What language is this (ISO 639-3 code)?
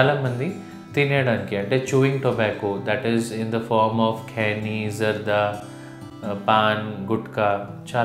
tel